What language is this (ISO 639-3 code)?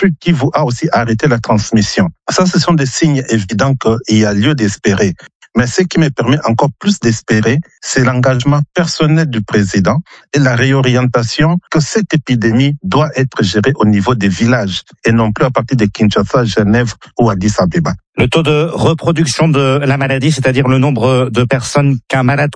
fra